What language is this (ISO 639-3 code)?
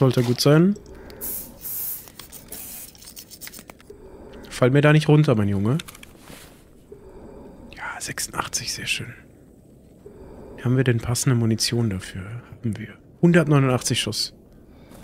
deu